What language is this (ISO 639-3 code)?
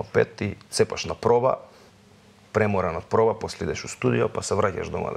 mkd